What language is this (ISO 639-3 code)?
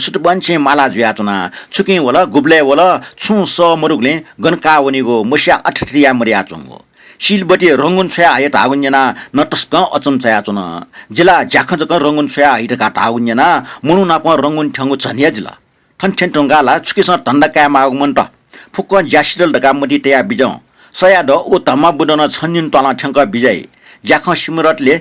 new